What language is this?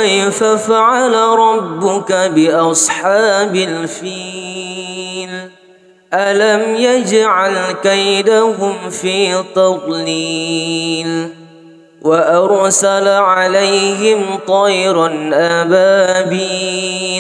Arabic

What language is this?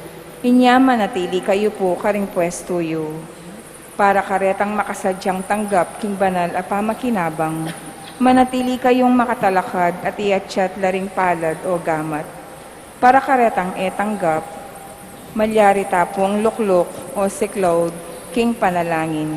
Pampanga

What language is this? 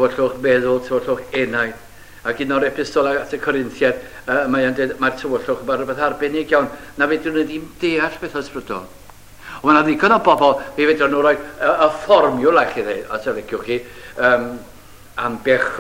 Welsh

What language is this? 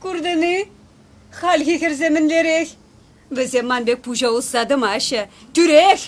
Chuvash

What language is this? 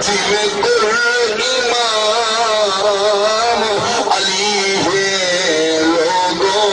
Saraiki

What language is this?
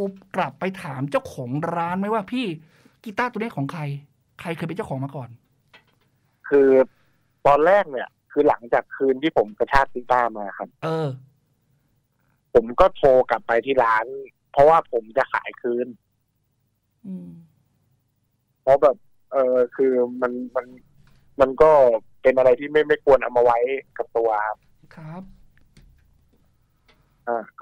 Thai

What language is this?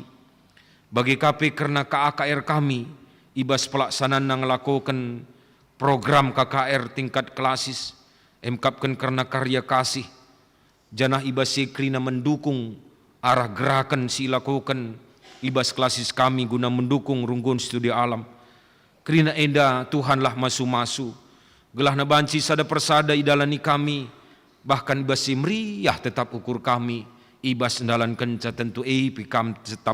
Batak Karo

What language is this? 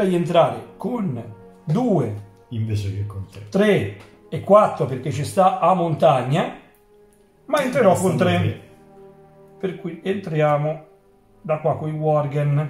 Italian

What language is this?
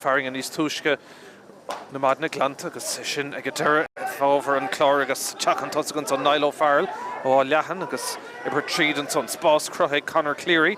Irish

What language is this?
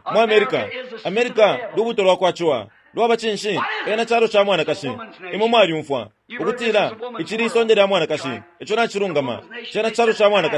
Bemba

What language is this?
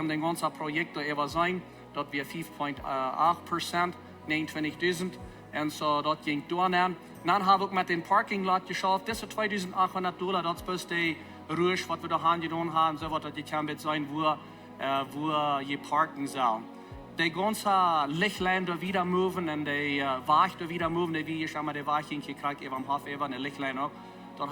Plautdietsch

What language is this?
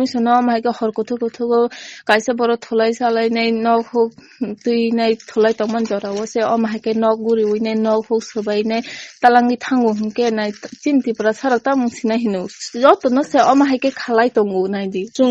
Kok Borok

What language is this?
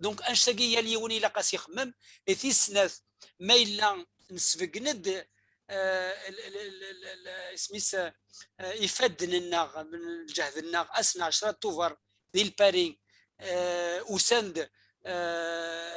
Kabyle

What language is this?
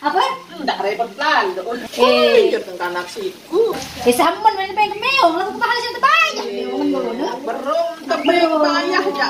Sasak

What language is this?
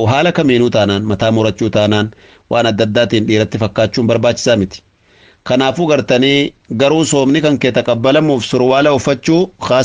Oromo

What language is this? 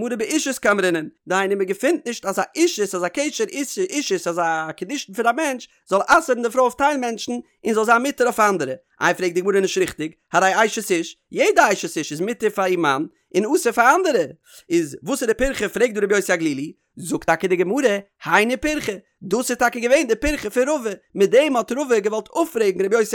Yiddish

